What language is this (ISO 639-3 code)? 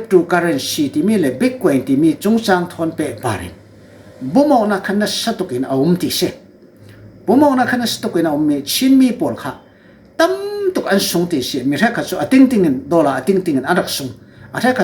cfm